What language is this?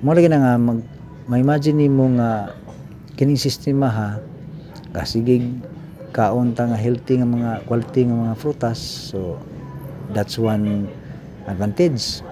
Cebuano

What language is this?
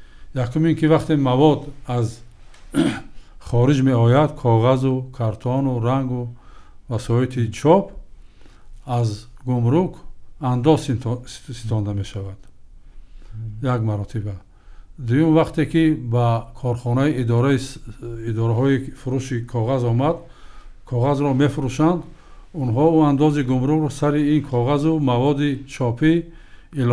Tajik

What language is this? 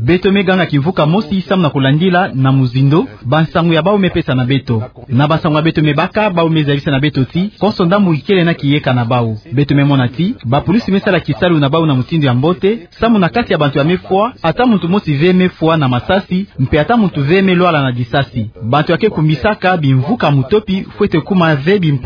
Kituba (Democratic Republic of Congo)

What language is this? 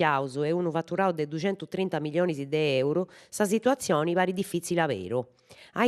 Sardinian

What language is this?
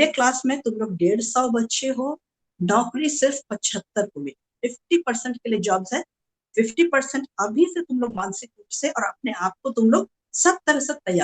Santali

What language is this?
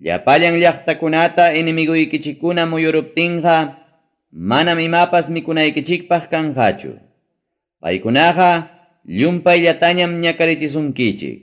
Ayacucho Quechua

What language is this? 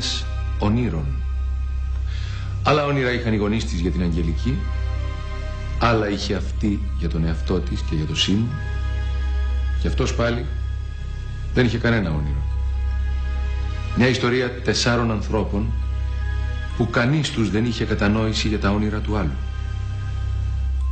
Greek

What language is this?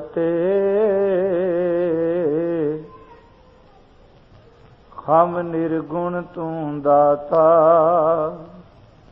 Punjabi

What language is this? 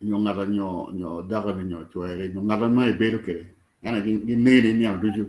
Acoli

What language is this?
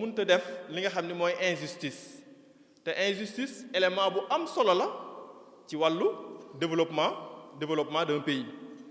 Wolof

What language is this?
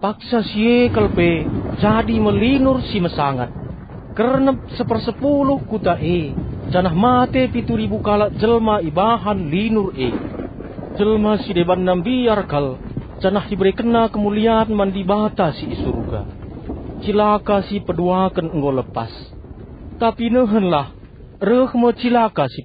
Batak Karo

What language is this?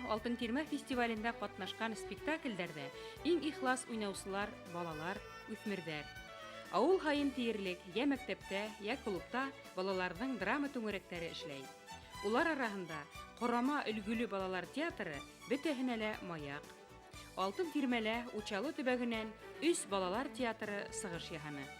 Bashkir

